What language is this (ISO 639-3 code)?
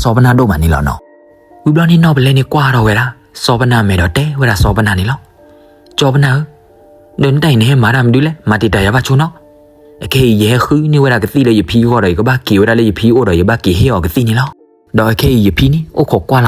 ksw